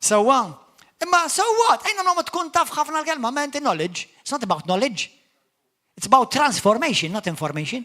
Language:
Maltese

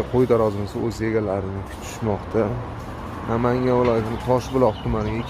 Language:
Uzbek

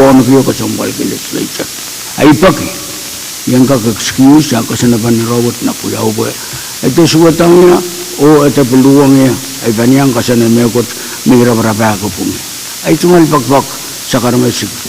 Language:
Pohnpeian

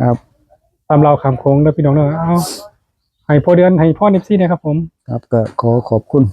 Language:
Northeastern Thai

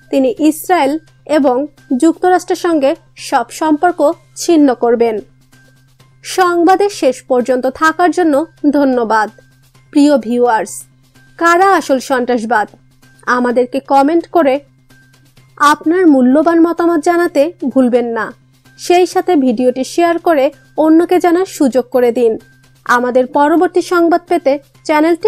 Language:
Bangla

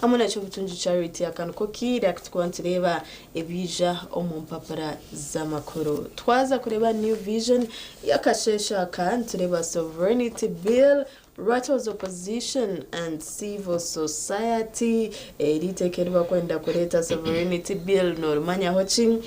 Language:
Nyankole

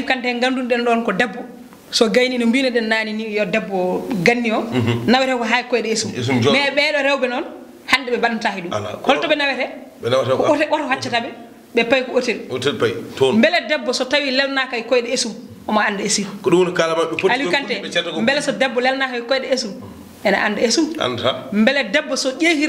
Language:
Fula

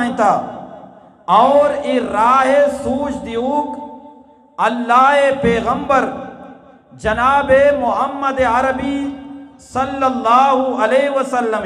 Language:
Eastern Balochi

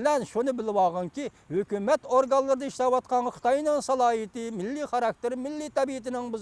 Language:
Uyghur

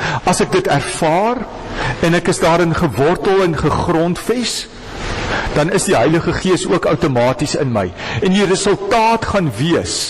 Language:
Afrikaans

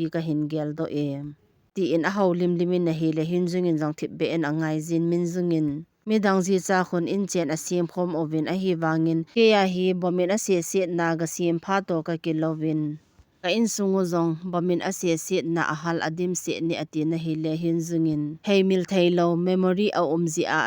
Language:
Thado Chin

